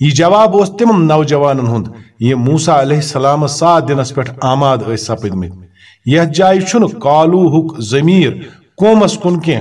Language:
Kashmiri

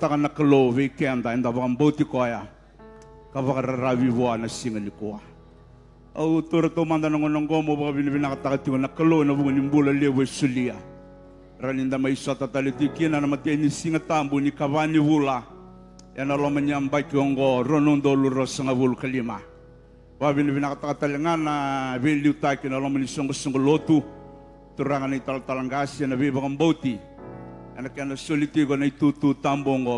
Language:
Fijian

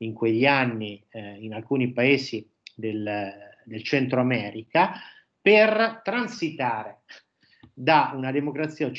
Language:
Italian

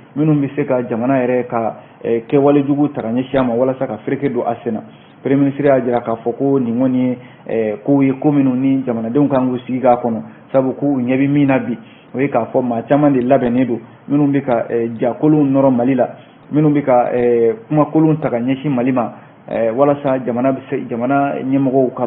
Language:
Bambara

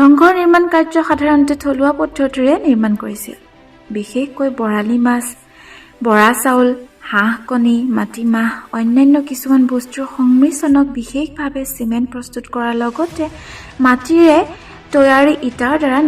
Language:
Assamese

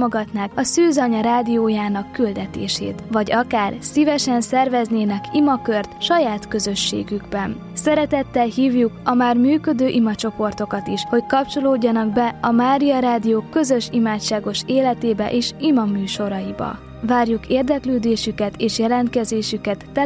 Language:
Hungarian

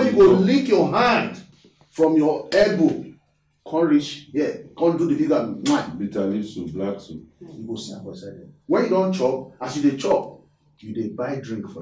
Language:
Nigerian Pidgin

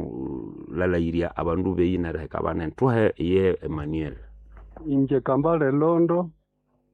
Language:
Nande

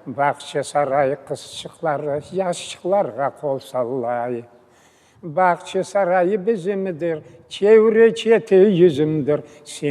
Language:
Crimean Tatar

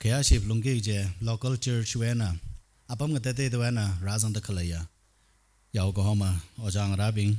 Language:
Tangkhul Naga (India)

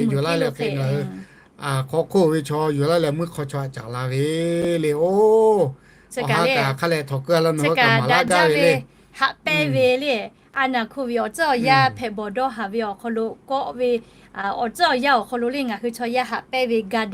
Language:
Lahu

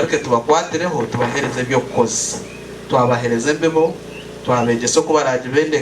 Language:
Nyankole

